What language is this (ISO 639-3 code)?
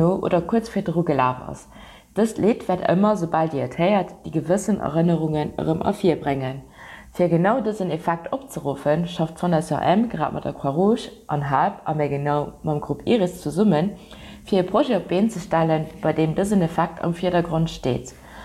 ltz